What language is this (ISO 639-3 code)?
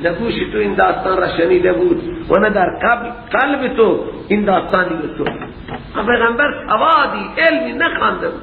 fas